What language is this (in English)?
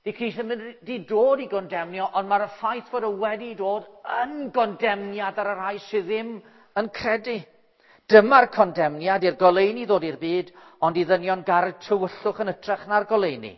Welsh